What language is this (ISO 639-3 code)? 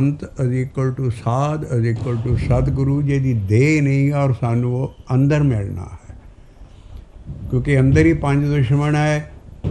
pan